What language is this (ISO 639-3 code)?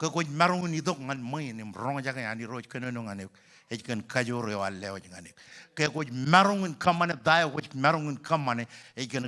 mah